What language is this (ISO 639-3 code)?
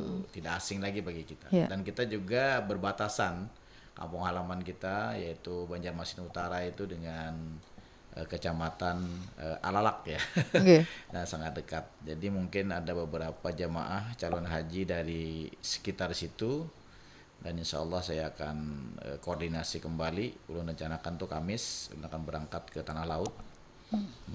bjn